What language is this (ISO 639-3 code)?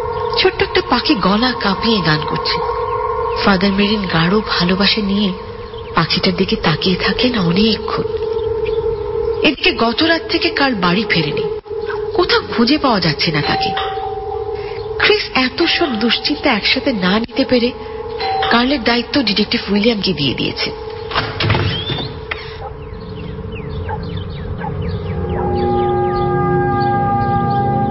ben